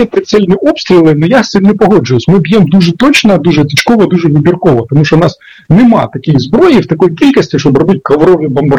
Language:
Ukrainian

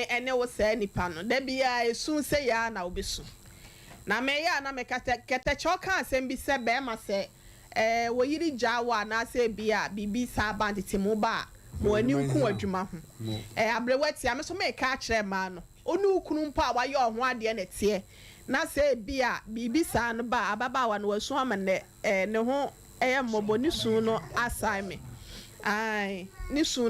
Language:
Akan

